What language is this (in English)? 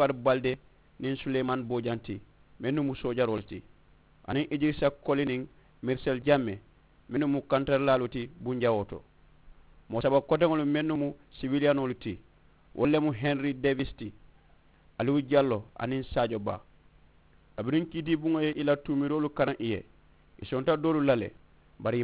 Mandingo